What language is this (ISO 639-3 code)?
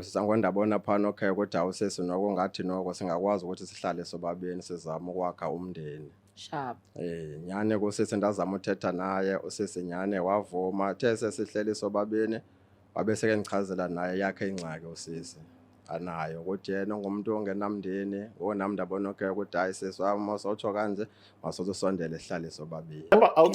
zul